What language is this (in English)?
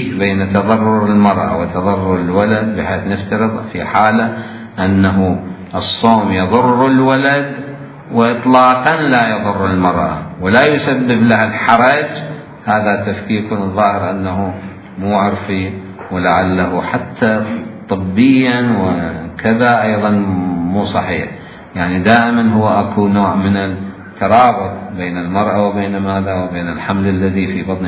Mesopotamian Arabic